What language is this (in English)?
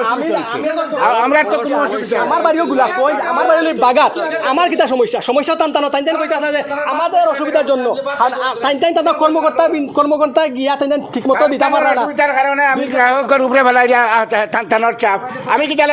Sylheti